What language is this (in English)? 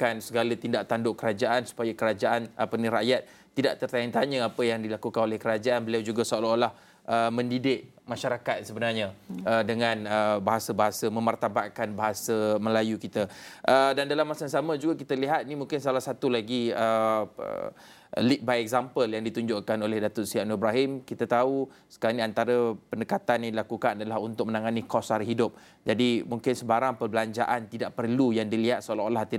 Malay